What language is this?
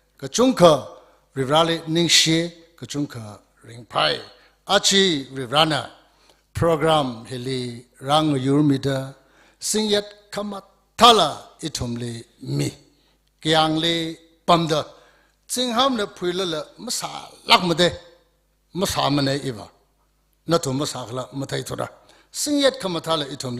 Tangkhul Naga (India)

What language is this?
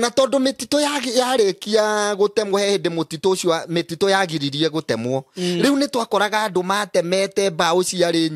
Kikuyu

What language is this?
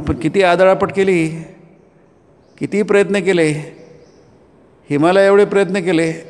Marathi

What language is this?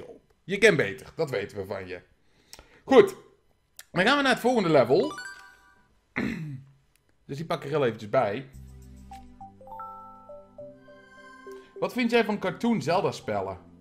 Dutch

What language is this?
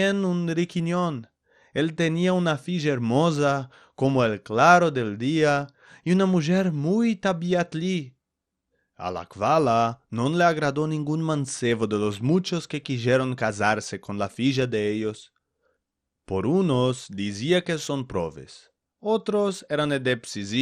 Ladino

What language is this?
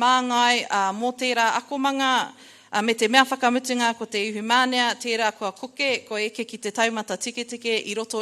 Māori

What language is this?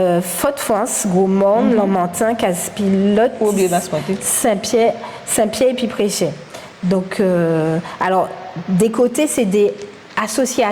Guadeloupean Creole French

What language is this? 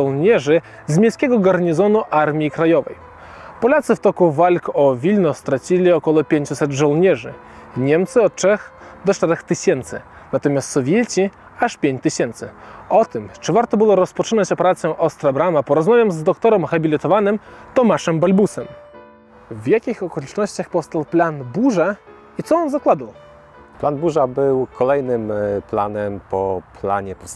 Polish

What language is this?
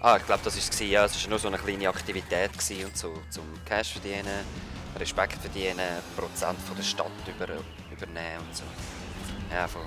Swiss German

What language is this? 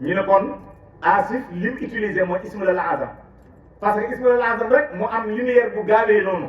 Wolof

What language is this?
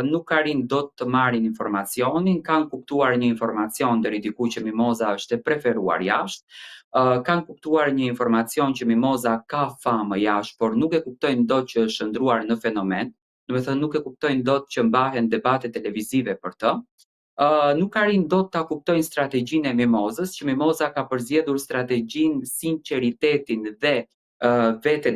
Albanian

